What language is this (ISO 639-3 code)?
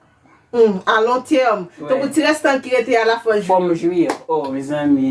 hat